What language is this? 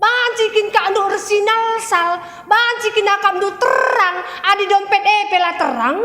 Batak Karo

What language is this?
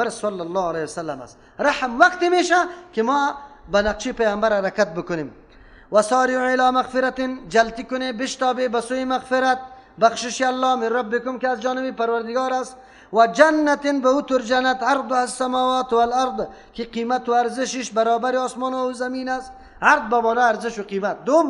Persian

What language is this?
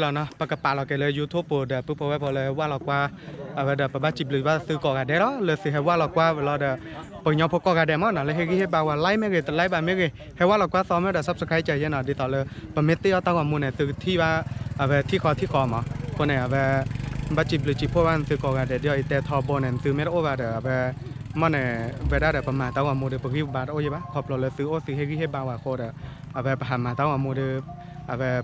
S'gaw Karen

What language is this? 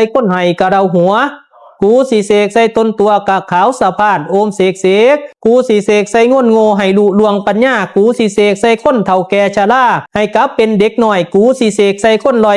Pali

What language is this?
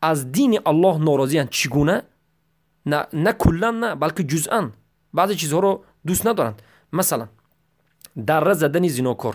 Tajik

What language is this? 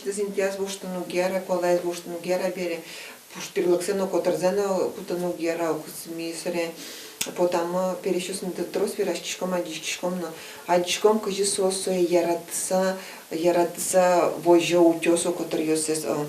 Udmurt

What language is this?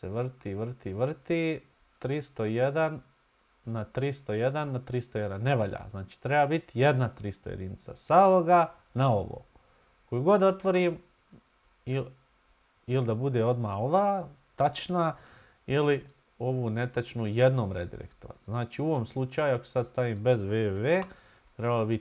Bosnian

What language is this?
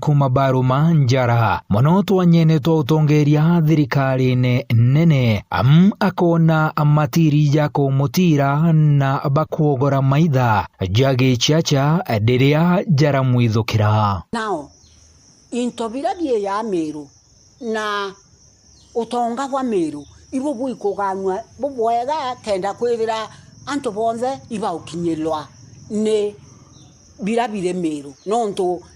Meru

